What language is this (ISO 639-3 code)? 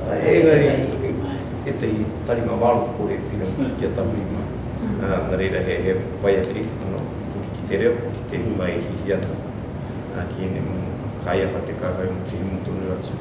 mri